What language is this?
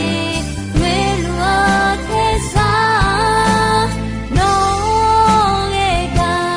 Akha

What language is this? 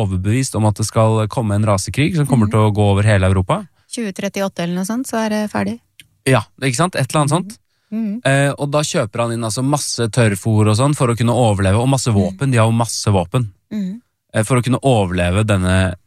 Norwegian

